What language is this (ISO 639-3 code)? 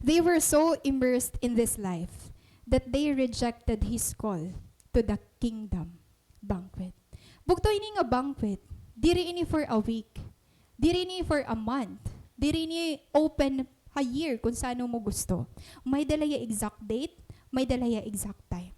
war